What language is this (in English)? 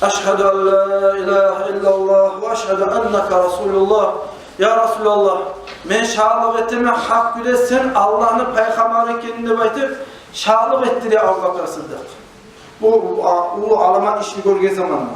Kumyk